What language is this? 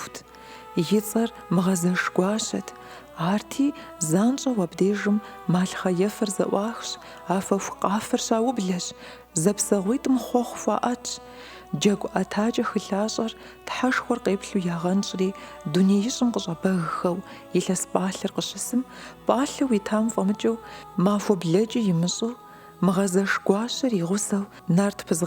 Kabardian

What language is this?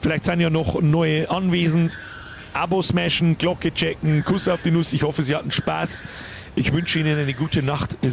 Bavarian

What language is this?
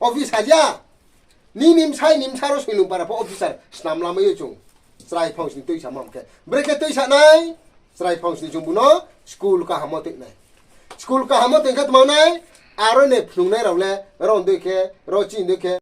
Riang (India)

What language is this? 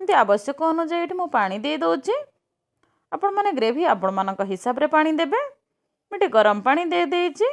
Odia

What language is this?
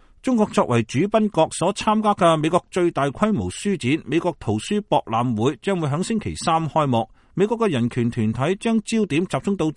Cantonese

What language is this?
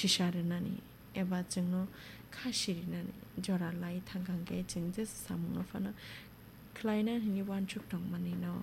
Kok Borok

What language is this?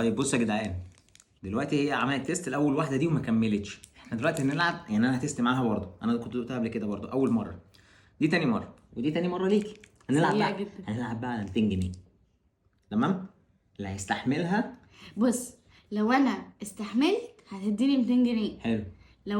Egyptian Arabic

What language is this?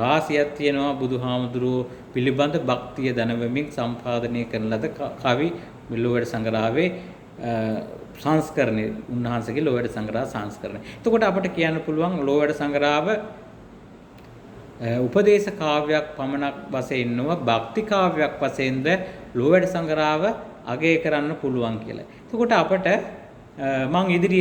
Sinhala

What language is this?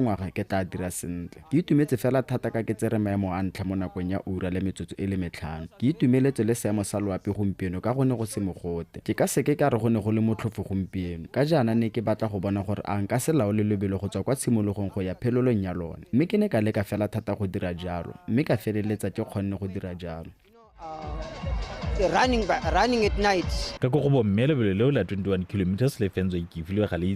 Tswana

